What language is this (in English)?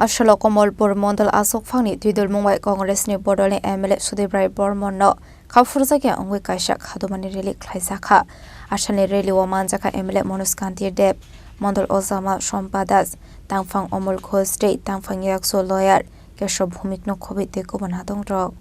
Kok Borok